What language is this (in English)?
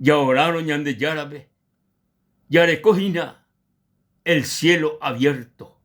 Guarani